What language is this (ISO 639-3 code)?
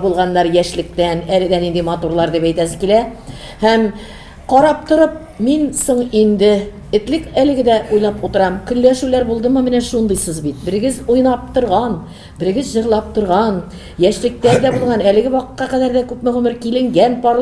tat